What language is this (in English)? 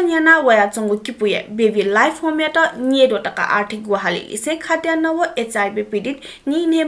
Newari